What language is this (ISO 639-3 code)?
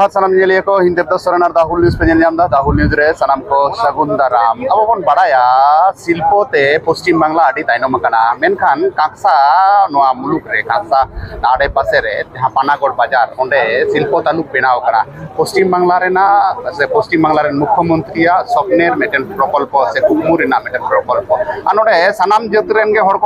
sat